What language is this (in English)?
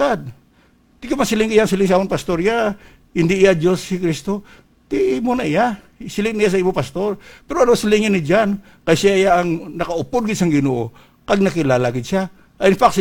Hiligaynon